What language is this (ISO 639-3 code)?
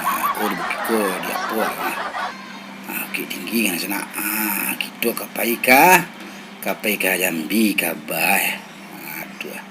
min